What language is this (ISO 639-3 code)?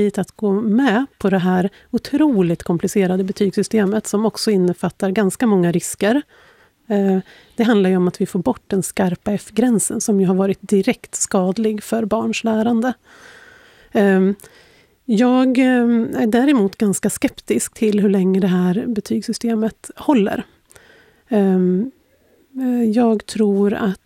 swe